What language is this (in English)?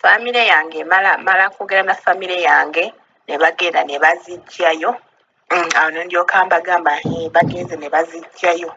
Ganda